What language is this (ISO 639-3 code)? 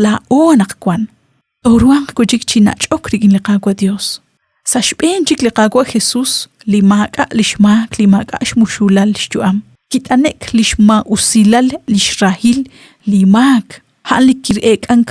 kek